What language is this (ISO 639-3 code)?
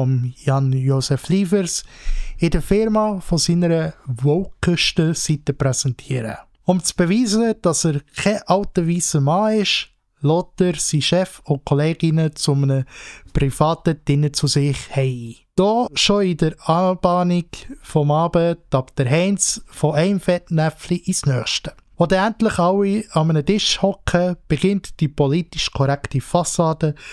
gsw